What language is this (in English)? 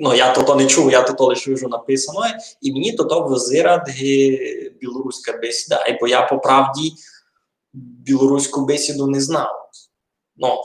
Rusyn